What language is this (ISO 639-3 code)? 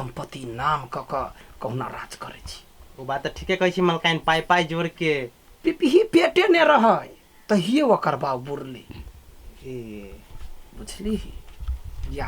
mai